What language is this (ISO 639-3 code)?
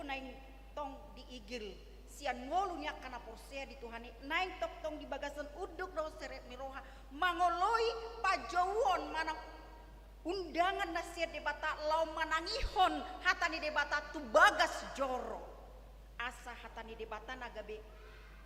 bbc